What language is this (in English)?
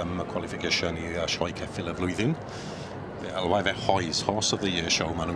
Welsh